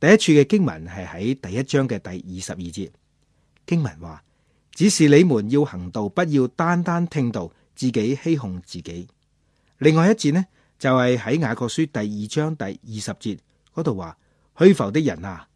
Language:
Cantonese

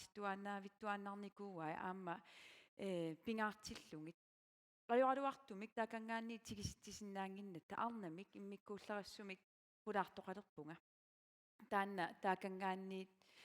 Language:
Kalaallisut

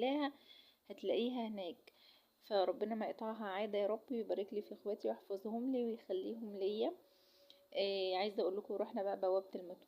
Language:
Egyptian Arabic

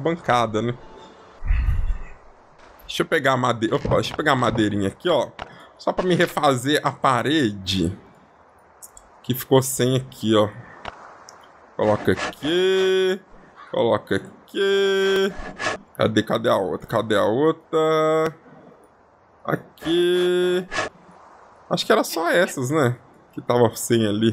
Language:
Portuguese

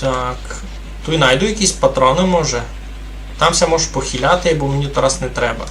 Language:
Rusyn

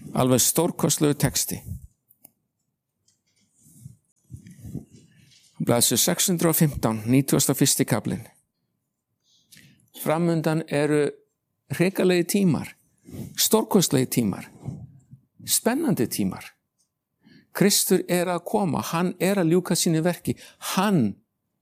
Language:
Icelandic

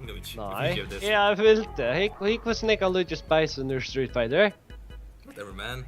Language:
Faroese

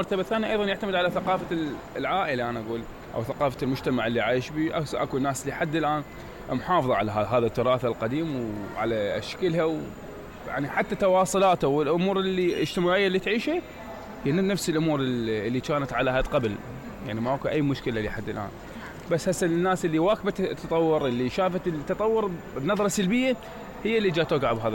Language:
Mesopotamian Arabic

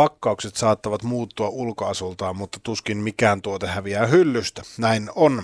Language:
Finnish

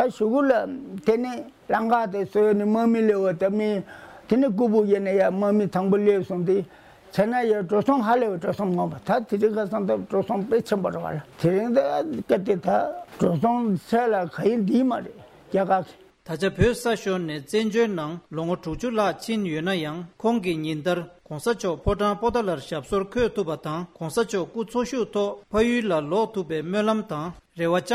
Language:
Tibetan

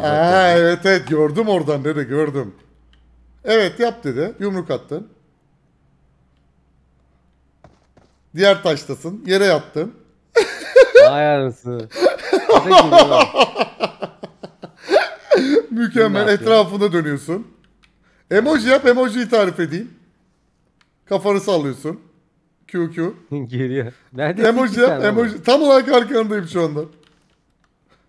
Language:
Turkish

